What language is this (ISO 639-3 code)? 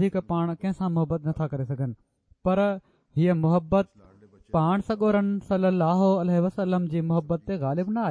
snd